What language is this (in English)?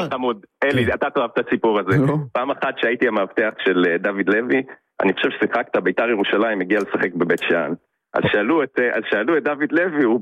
Hebrew